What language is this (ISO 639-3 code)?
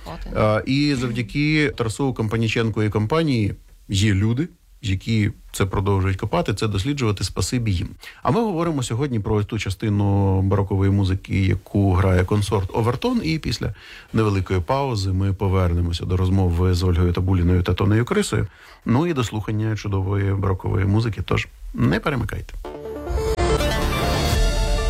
ukr